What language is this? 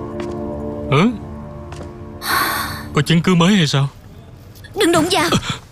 Vietnamese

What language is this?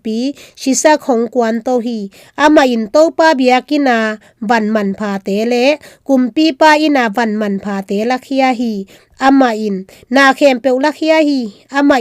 Tedim Chin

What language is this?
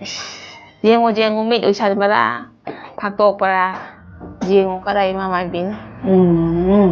Manipuri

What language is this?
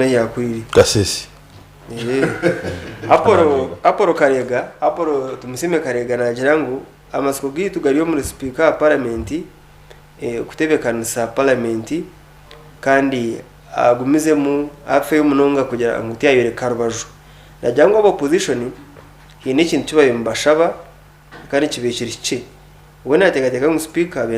Nyankole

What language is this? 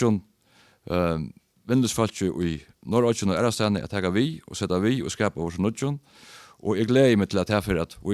Faroese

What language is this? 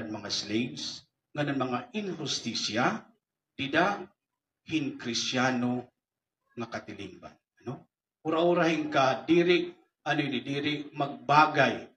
Waray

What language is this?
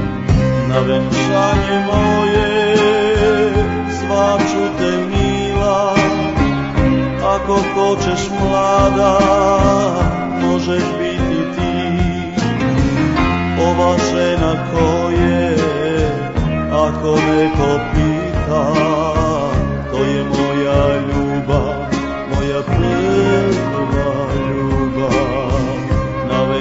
Serbian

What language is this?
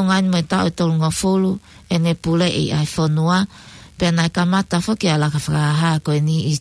Tongan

